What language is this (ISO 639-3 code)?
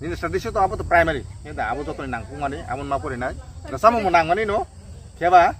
trp